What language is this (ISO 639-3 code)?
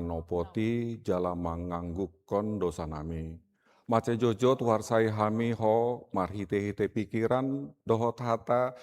bbc